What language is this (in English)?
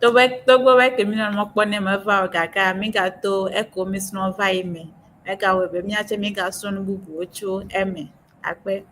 Ewe